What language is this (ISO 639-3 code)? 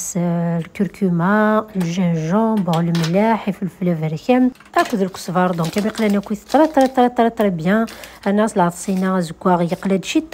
kab